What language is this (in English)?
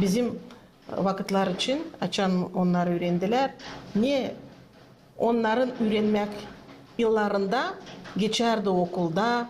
Gagauz